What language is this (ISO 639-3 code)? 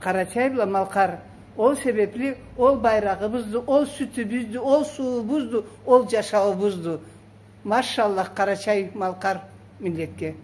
krc